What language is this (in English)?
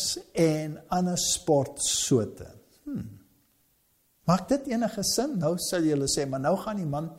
Afrikaans